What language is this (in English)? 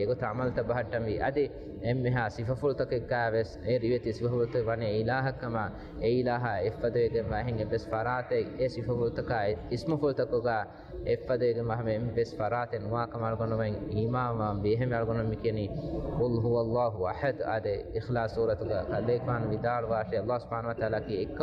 Divehi